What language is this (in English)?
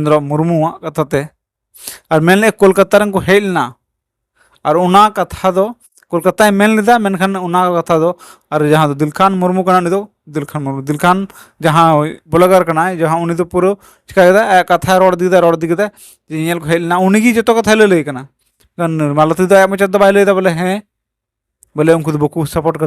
Santali